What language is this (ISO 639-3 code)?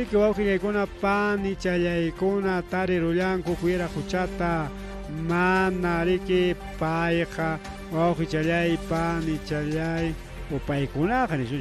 quy